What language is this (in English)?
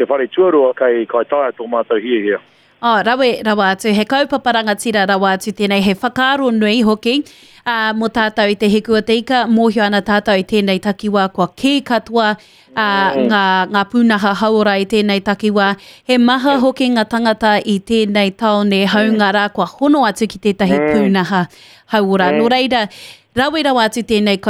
Māori